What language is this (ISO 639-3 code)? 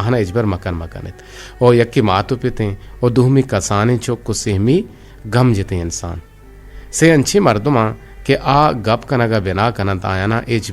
bgp